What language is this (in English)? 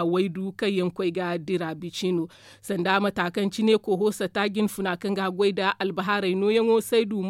Zarma